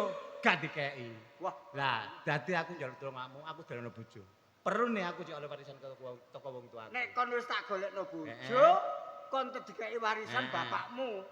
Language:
Javanese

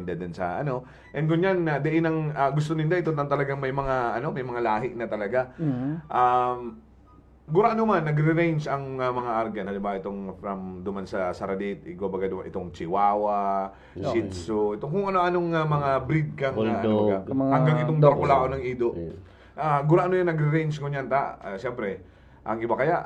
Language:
Bikol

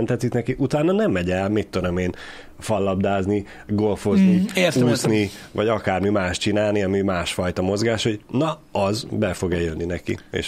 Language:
Hungarian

